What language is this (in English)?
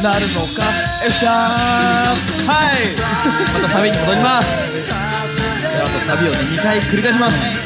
Japanese